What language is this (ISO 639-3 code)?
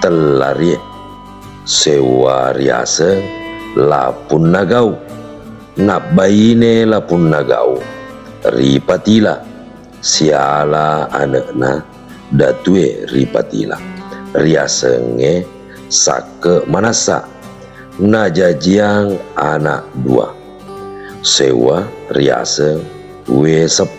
bug